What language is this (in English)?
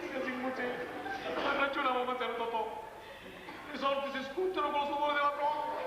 Sicilian